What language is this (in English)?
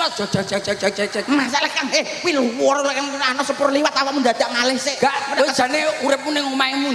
Javanese